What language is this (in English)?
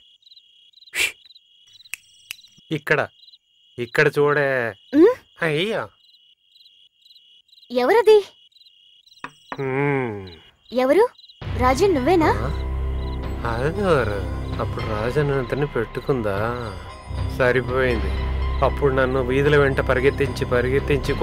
Telugu